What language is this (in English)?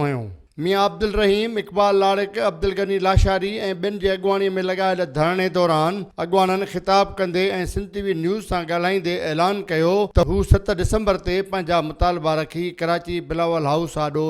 Sindhi